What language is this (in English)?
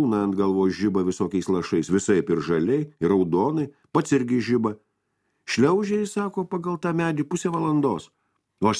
Lithuanian